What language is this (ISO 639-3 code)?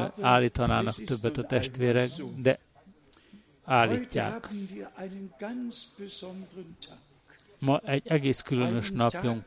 hun